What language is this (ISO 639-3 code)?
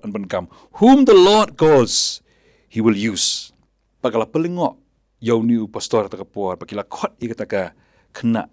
kha